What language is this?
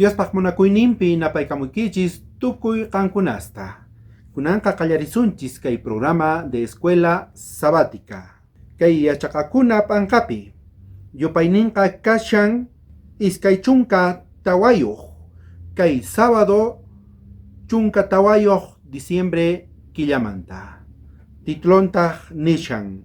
South Bolivian Quechua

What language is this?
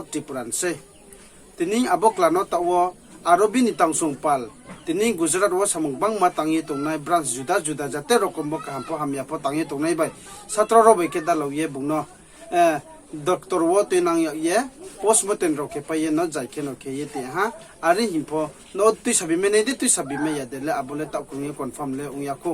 Riang (India)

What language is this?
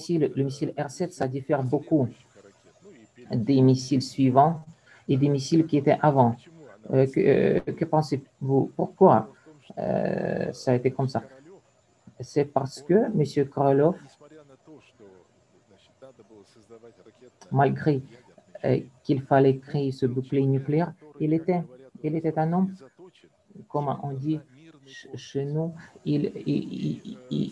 French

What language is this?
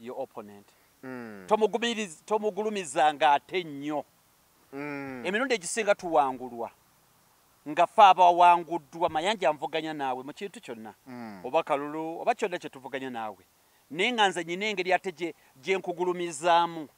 Ganda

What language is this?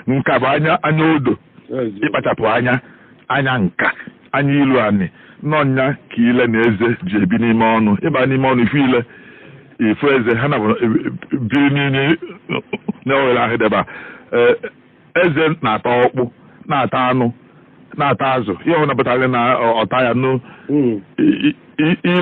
Igbo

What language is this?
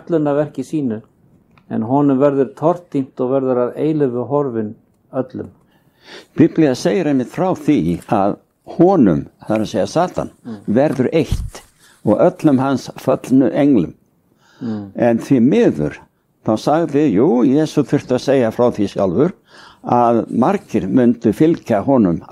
Icelandic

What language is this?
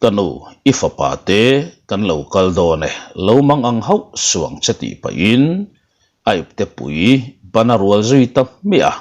Mizo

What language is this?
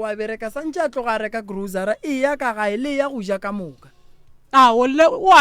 Northern Sotho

